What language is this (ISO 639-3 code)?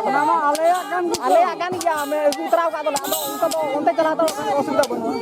sat